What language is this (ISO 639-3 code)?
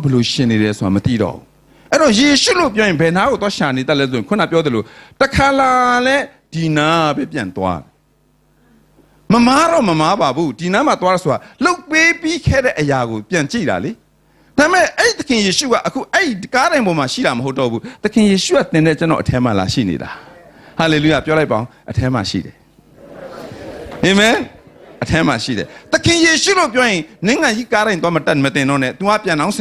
mya